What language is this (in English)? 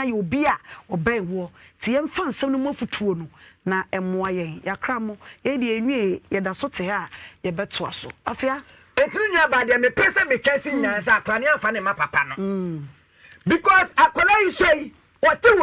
Akan